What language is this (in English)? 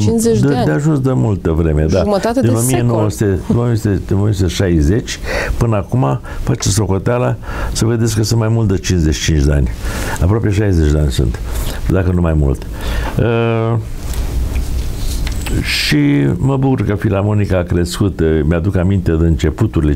Romanian